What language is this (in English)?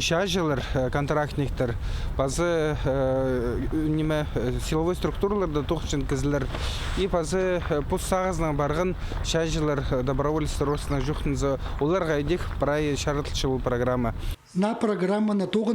Khakas